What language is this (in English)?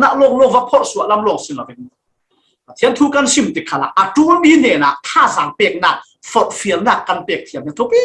Falam Chin